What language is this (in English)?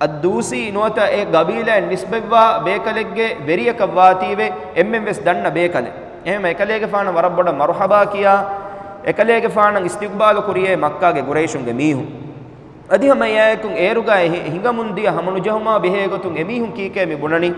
Divehi